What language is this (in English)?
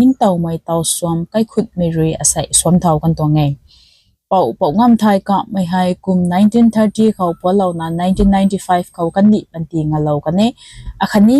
Rongmei Naga